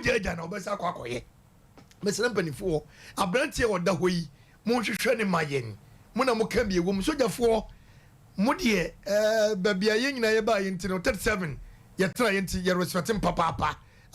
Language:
Akan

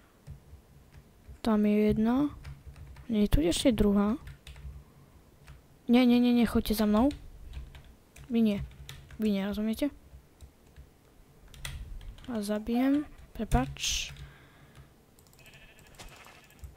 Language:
Slovak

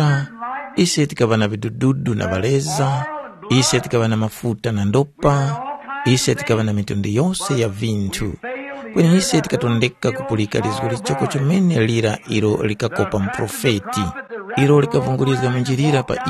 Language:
Tumbuka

